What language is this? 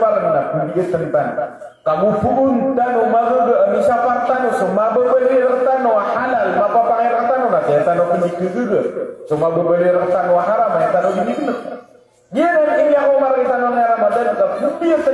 Maranao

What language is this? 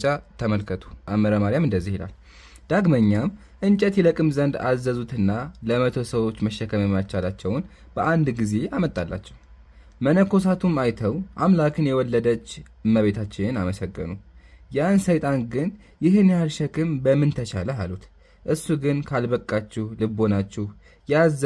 Amharic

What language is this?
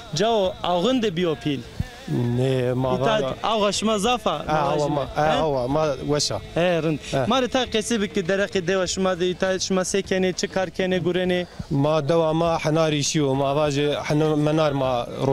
Zaza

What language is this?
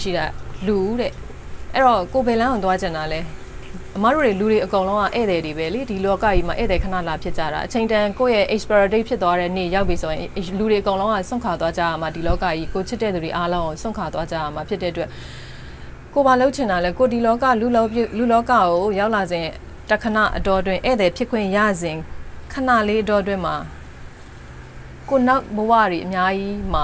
Burmese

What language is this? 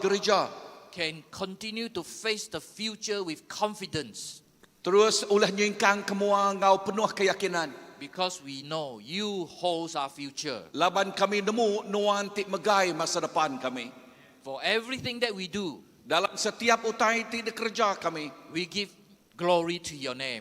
Iban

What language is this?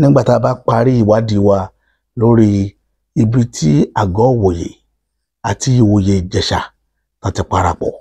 Yoruba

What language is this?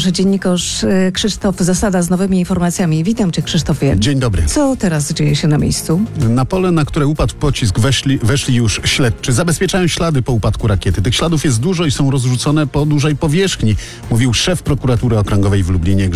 Polish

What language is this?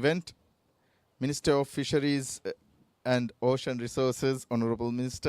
Divehi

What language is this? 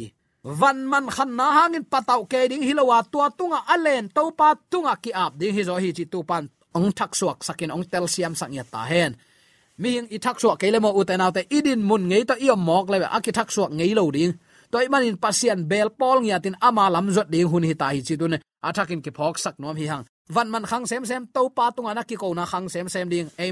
Tedim Chin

